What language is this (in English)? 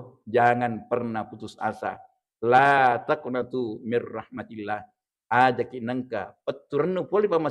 Buginese